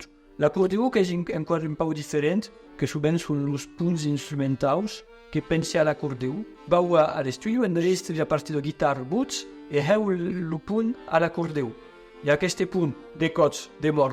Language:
Occitan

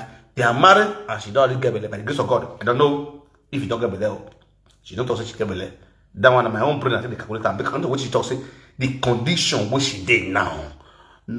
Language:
Nigerian Pidgin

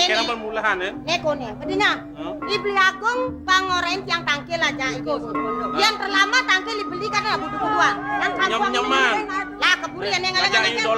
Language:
Balinese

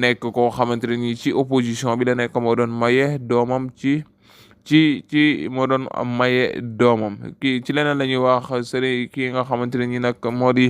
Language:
Wolof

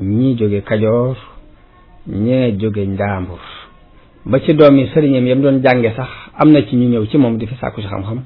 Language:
Wolof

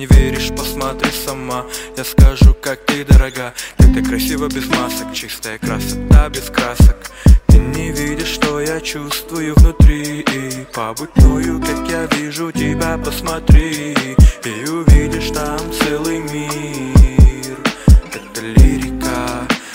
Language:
Russian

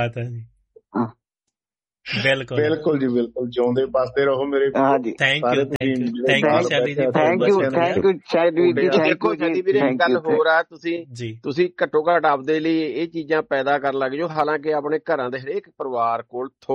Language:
Punjabi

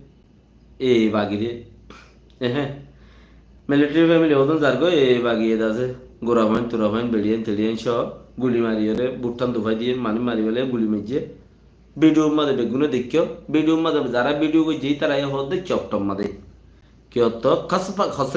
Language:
Rohingya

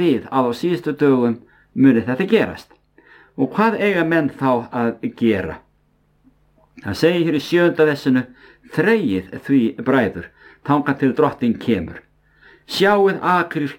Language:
Icelandic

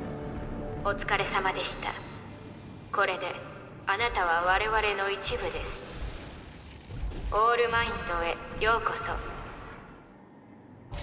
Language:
Japanese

